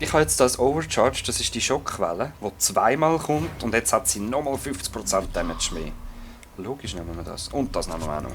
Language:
Swiss German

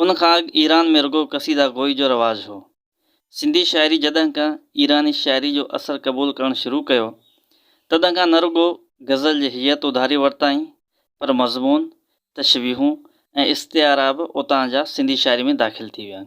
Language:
Sindhi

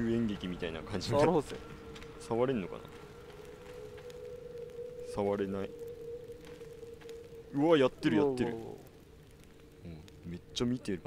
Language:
Japanese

